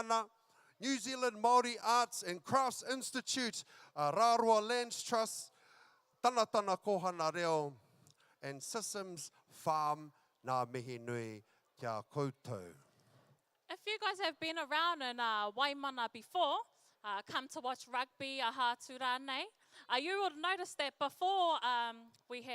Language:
Māori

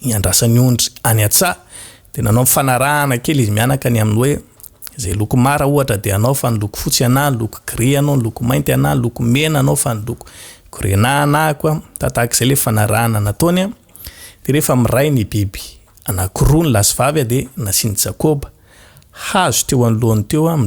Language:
Malagasy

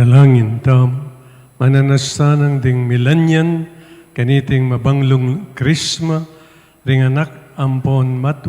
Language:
Pampanga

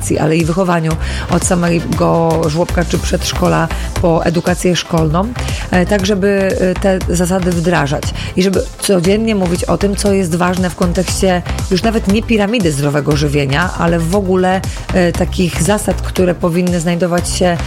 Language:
Polish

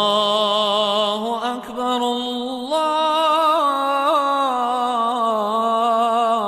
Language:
Bosnian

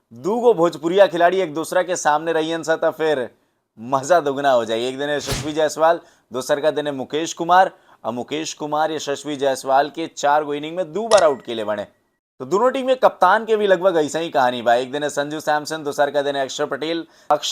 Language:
Bhojpuri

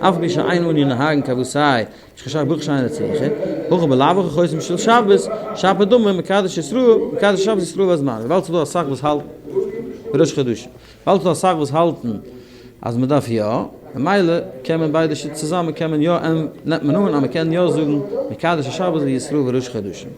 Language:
Yiddish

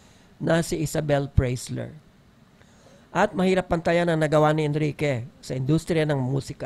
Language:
Filipino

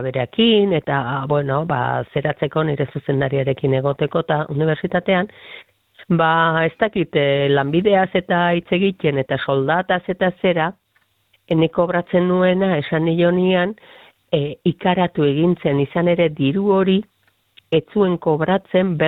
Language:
Basque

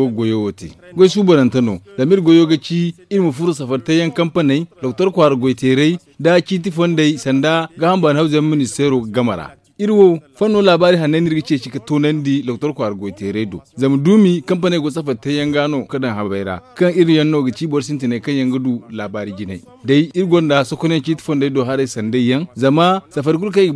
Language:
Zarma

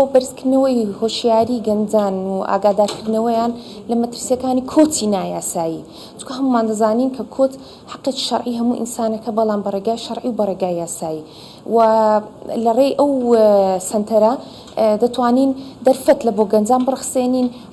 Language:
Central Kurdish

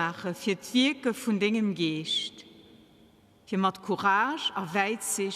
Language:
Luxembourgish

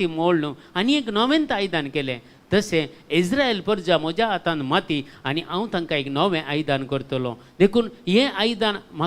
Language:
Konkani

